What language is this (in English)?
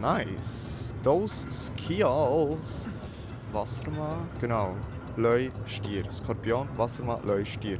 Swiss German